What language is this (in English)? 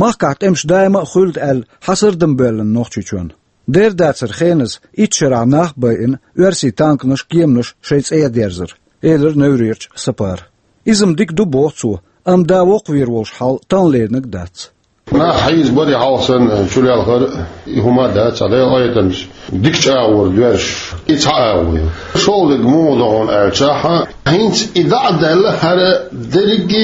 Chechen